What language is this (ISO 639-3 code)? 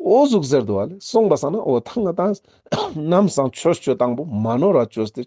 lbj